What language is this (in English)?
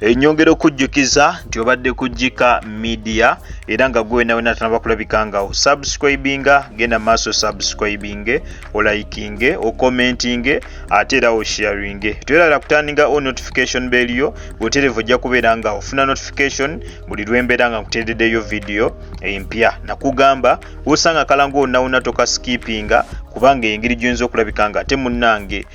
Ganda